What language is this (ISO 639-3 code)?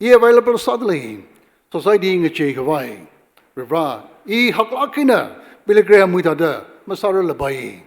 nmf